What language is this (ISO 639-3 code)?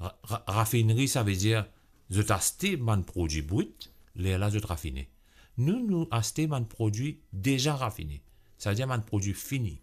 mfe